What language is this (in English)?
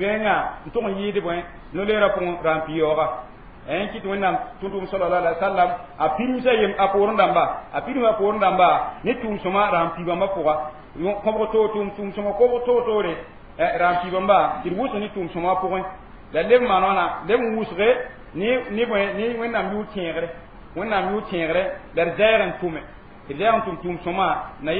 Mossi